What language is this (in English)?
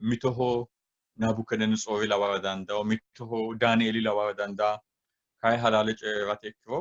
Sidamo